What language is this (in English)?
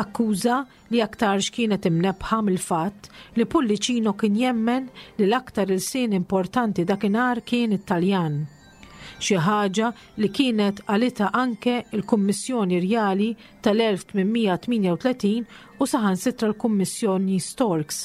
Maltese